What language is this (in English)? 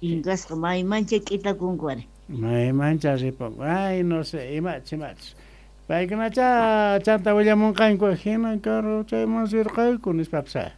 South Bolivian Quechua